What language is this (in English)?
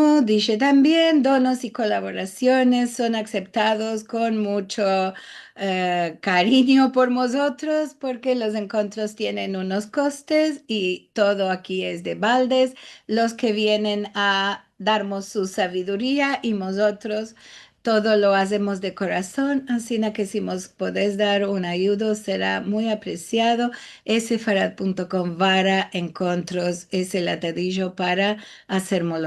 Ladino